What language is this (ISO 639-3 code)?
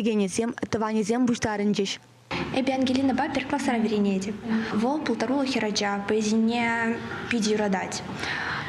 chv